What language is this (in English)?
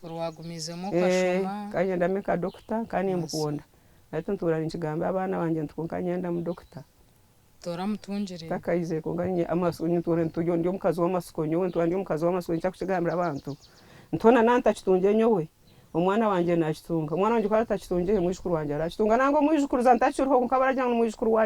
Nyankole